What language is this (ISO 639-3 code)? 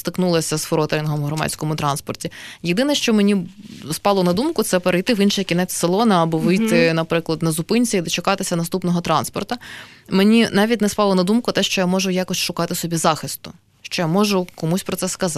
ukr